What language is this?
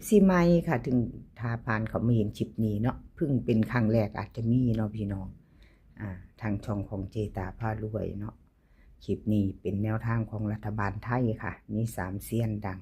Northeastern Thai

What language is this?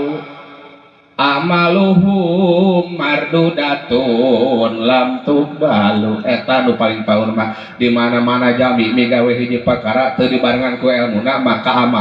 Sundanese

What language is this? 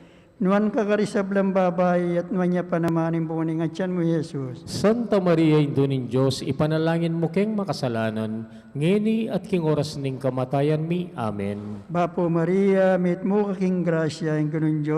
Pampanga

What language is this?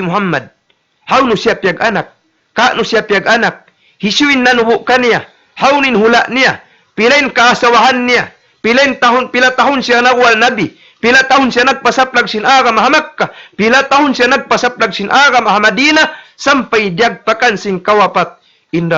Tausug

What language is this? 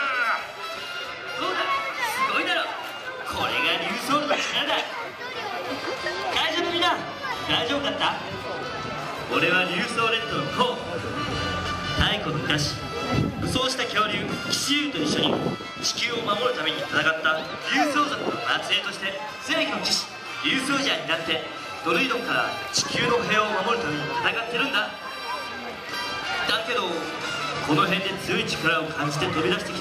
Japanese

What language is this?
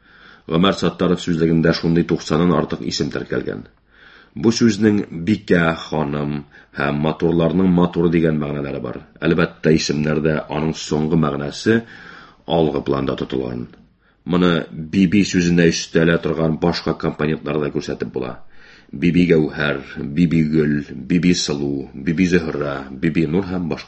Tatar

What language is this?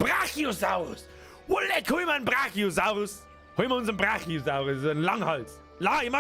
Bavarian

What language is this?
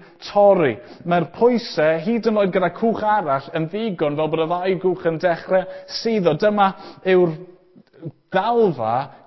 Welsh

